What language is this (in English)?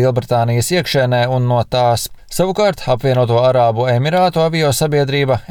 Latvian